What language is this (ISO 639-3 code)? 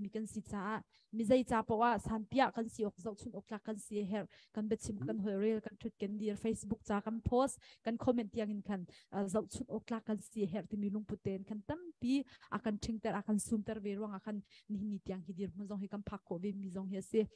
cnh